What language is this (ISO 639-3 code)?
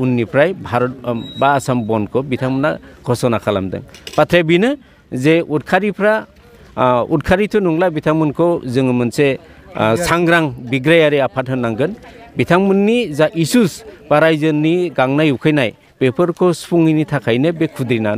brx